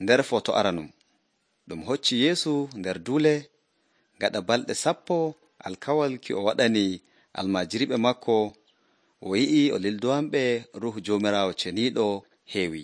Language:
Nigerian Fulfulde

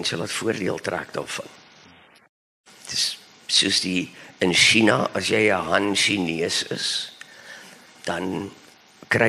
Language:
Afrikaans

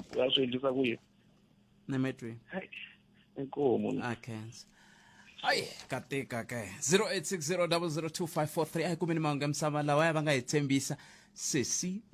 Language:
Tsonga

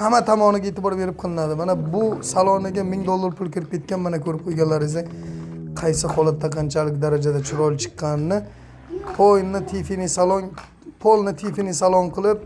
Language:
Uzbek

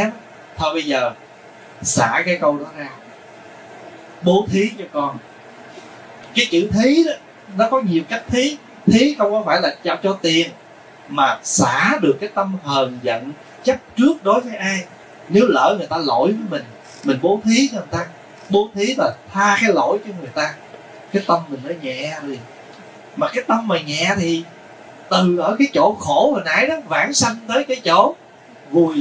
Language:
Vietnamese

